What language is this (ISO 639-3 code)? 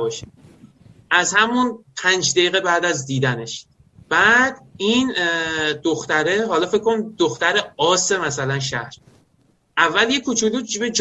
fas